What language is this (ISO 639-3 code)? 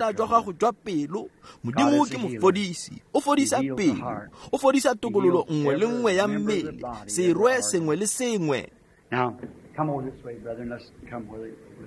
tsn